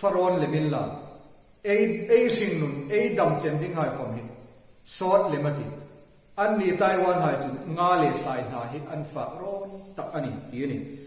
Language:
Hmar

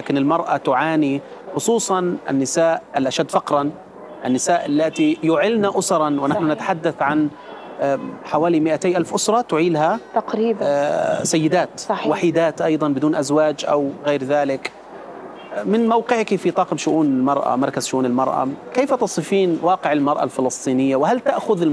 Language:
Arabic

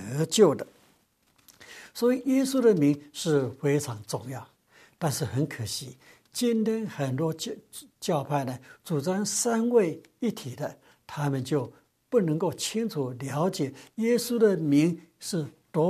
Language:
Chinese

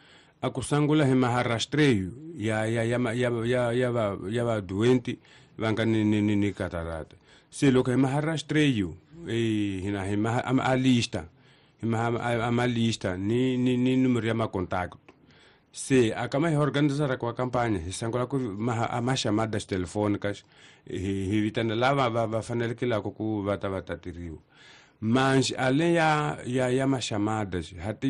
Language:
Tsonga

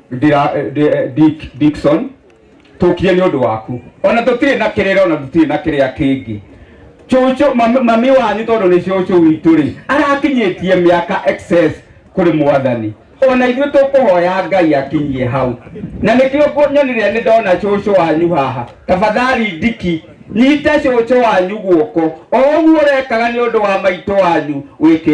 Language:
Kikuyu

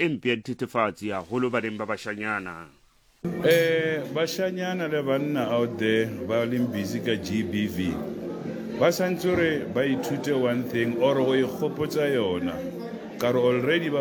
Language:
Southern Sotho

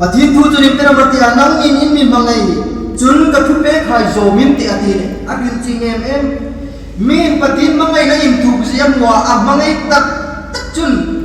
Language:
Hmar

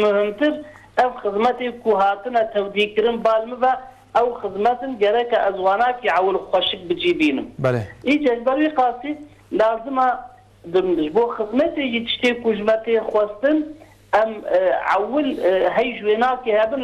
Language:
Kurdish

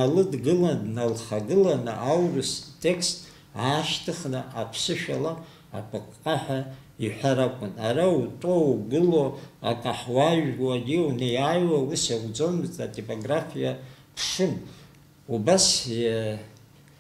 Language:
Abkhazian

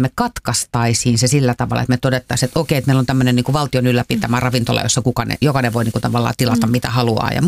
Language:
Finnish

